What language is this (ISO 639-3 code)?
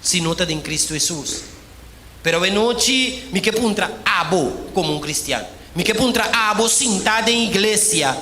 pap